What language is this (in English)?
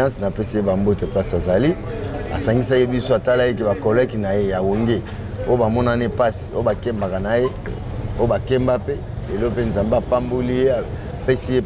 Lingala